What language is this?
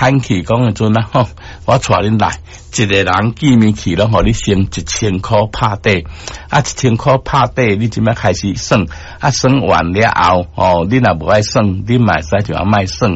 Min Nan Chinese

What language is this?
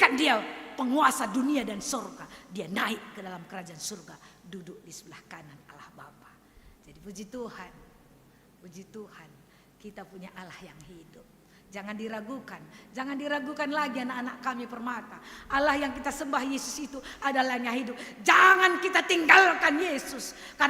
Batak Karo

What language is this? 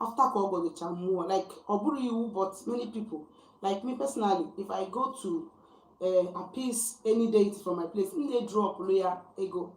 Igbo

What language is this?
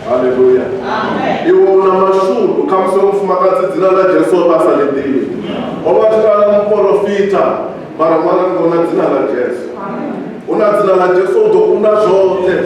Venda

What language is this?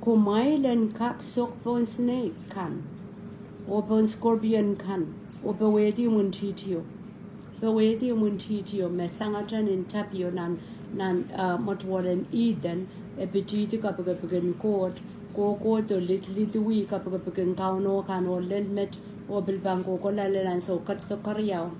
Pohnpeian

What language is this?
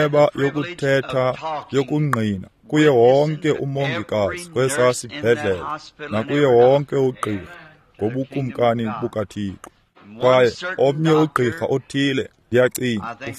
Xhosa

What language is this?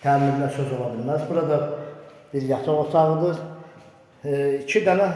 Azerbaijani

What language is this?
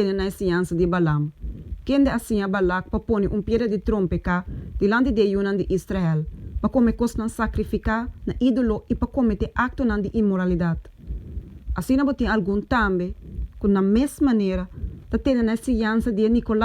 Papiamento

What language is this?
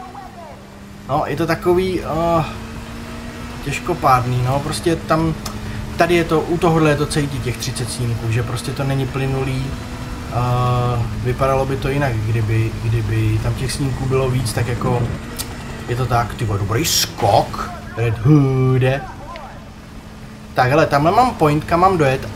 Czech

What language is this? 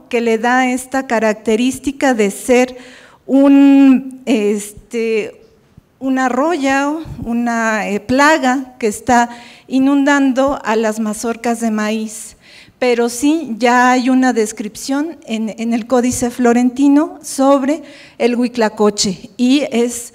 Spanish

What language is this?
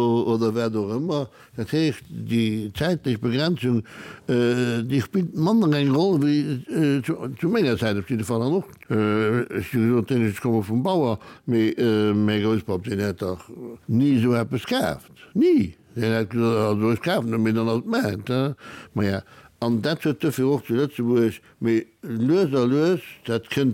Luxembourgish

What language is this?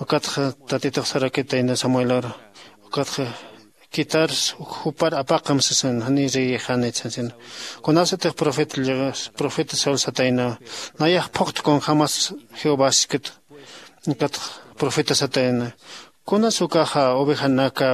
Aymara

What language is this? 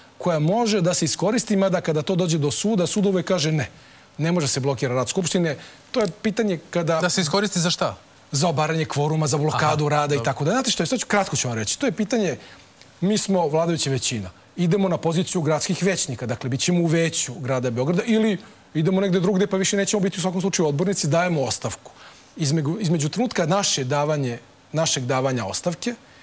Serbian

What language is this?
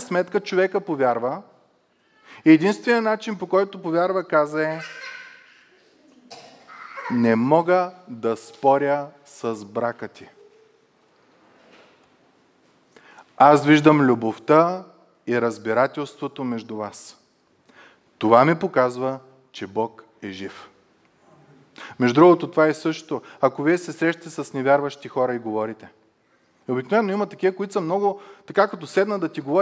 Bulgarian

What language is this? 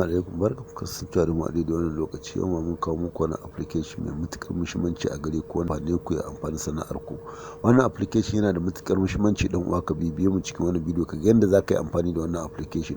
Hausa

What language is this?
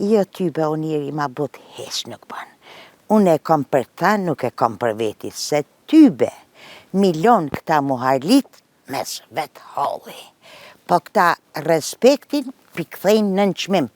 Albanian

